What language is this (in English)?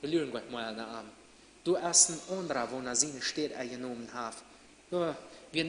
Plautdietsch